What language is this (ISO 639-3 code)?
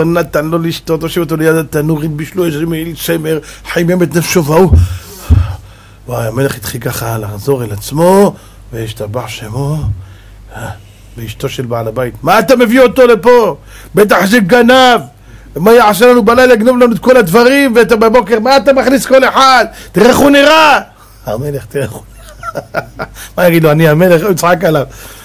heb